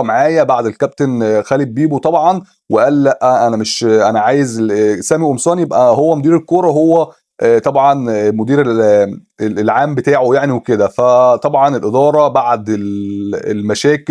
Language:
Egyptian Arabic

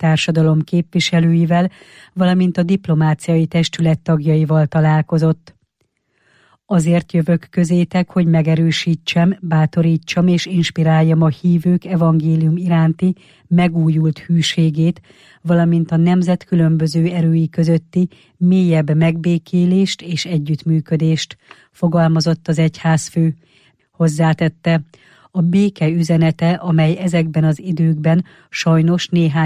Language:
Hungarian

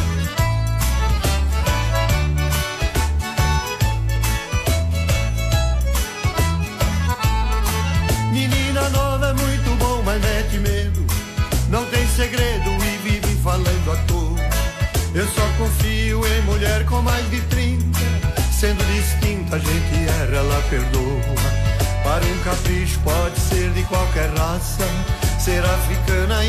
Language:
Portuguese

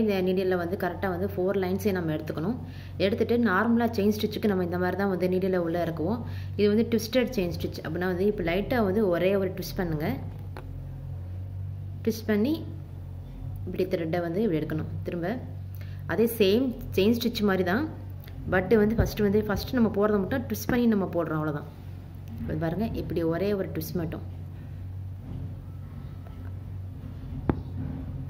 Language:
Tamil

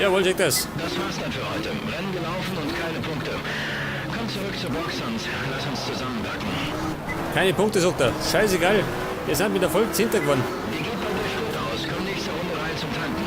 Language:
Bavarian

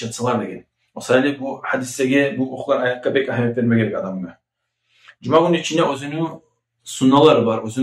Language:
Kumyk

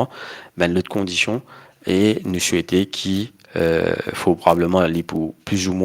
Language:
Morisyen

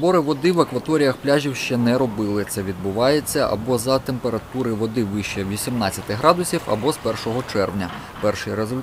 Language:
Ukrainian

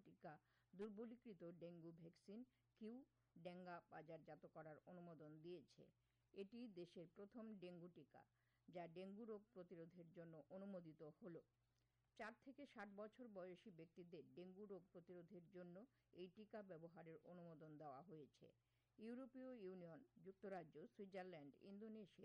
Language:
Bangla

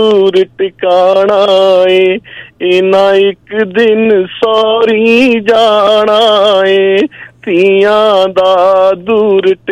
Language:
Punjabi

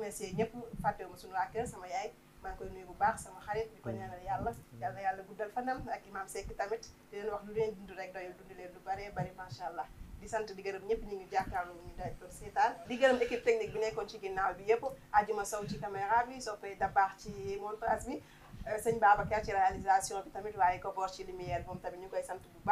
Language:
Wolof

